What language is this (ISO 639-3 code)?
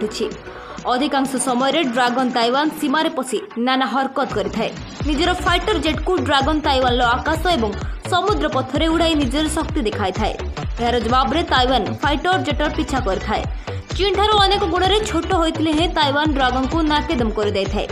ori